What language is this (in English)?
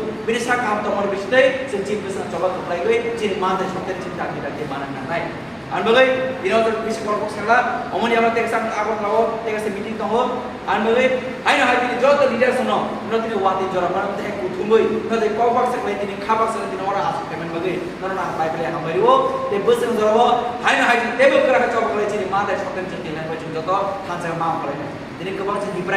Kok Borok